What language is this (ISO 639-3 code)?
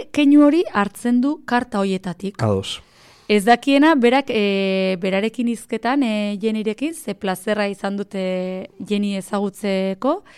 eus